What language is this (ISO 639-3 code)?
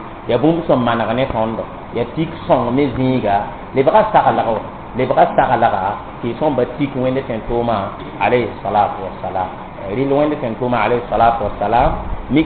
mos